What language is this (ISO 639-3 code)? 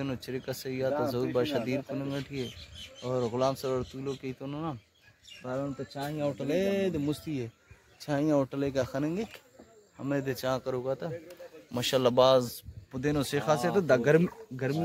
brh